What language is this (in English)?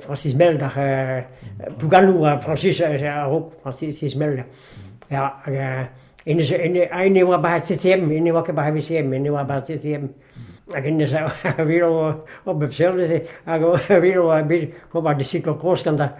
Breton